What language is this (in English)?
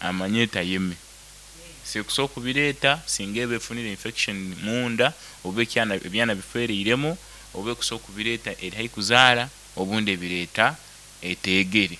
Nyoro